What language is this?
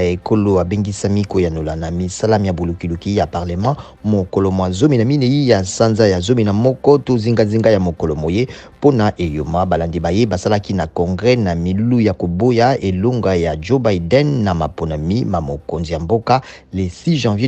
Lingala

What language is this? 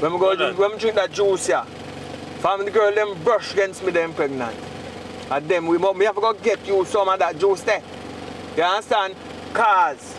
Jamaican Creole English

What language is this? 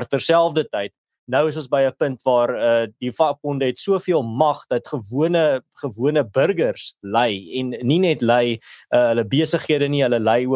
Afrikaans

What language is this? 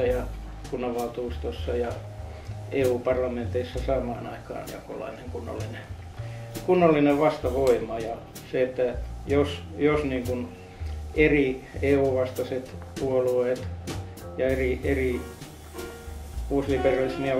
Finnish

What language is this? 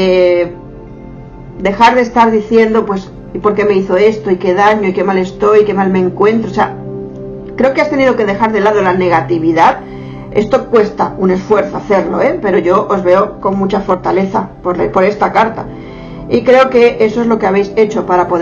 Spanish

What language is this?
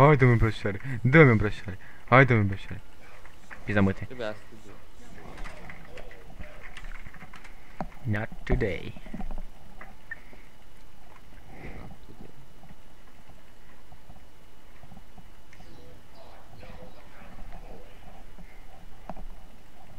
Romanian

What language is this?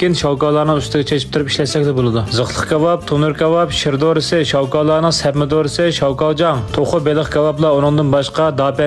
Uyghur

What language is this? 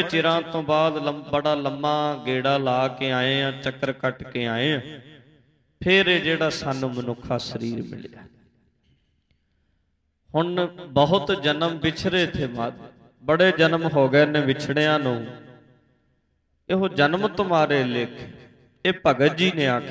Punjabi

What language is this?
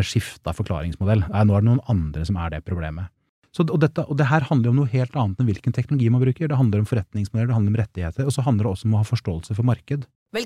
Norwegian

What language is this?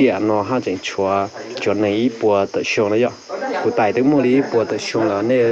Hmong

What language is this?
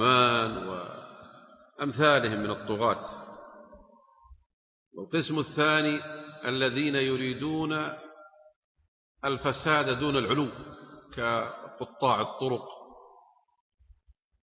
Arabic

